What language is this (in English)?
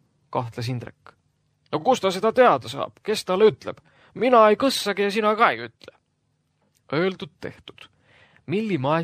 Estonian